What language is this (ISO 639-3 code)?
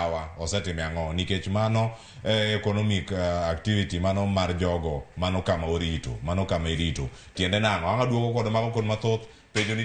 luo